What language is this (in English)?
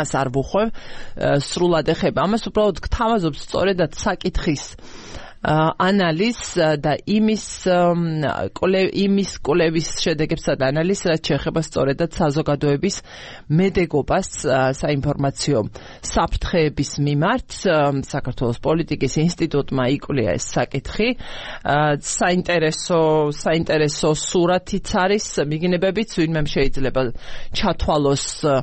Georgian